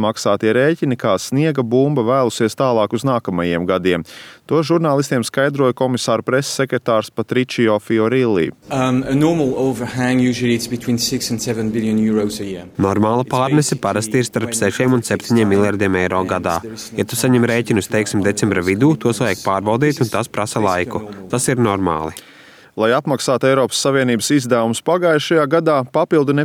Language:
Latvian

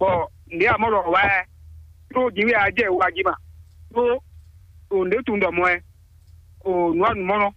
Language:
Fon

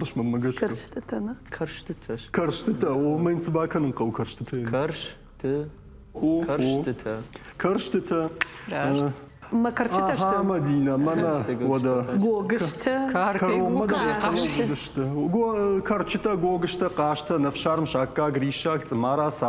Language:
Ossetic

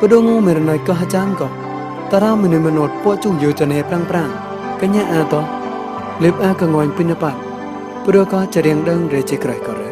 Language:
Mon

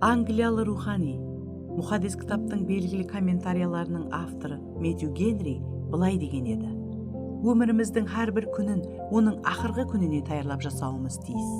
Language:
Kara-Kalpak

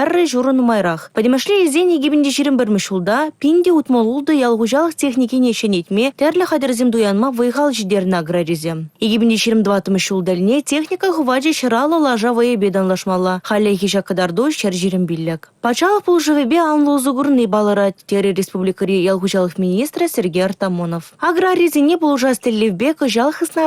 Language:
Chuvash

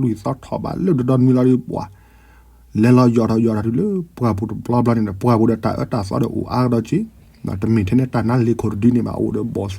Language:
S'gaw Karen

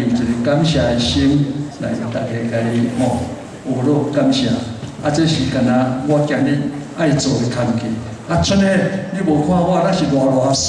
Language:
Min Nan Chinese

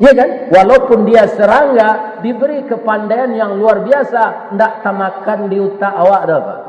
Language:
Minangkabau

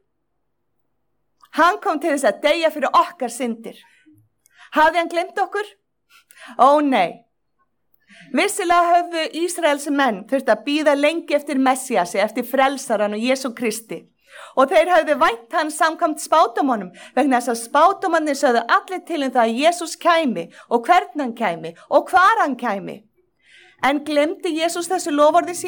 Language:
Icelandic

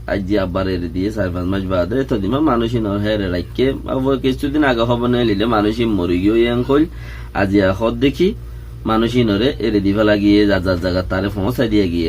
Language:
Rohingya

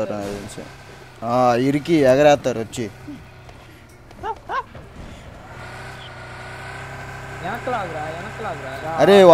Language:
Telugu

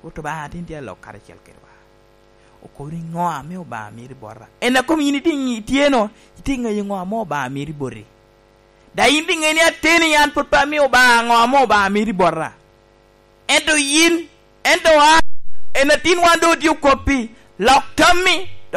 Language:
Lango (Uganda)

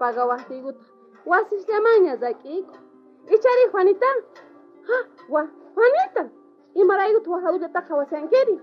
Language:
South Bolivian Quechua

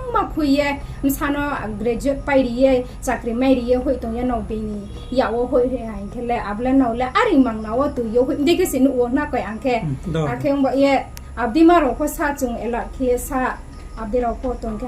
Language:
Riang (India)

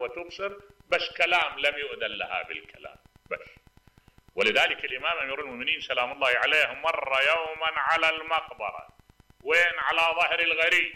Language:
Mesopotamian Arabic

